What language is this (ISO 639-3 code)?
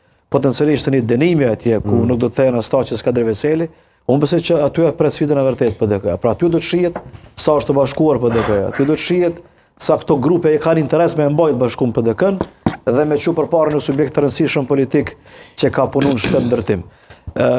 sqi